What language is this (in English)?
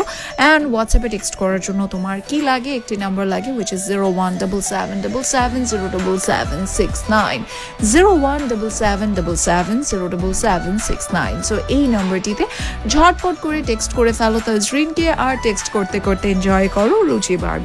Bangla